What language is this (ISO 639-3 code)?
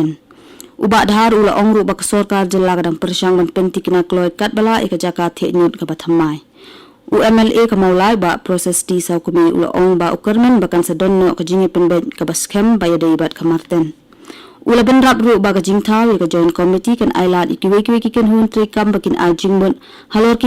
kha